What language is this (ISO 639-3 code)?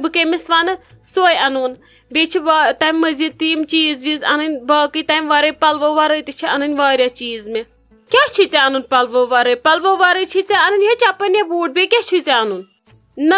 kas